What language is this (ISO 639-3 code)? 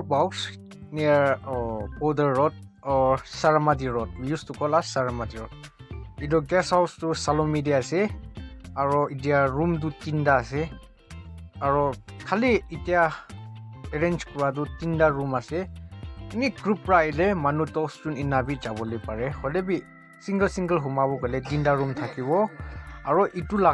nag